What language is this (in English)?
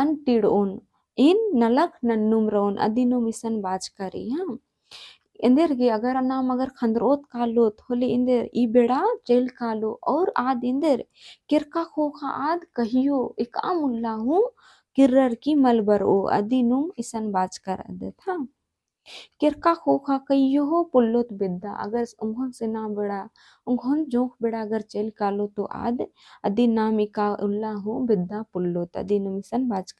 Kurukh